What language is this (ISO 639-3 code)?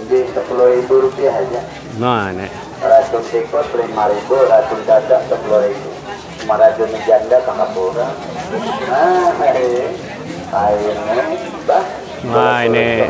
bjn